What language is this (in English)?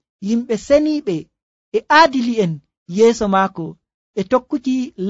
Nigerian Fulfulde